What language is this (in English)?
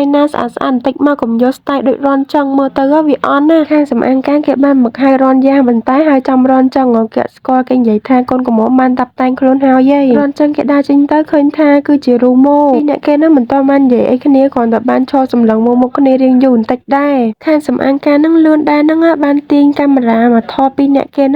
Khmer